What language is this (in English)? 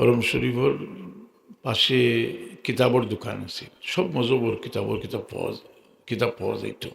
Sylheti